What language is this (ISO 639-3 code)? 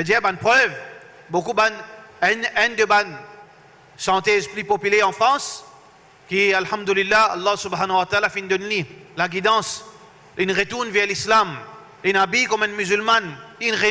mfe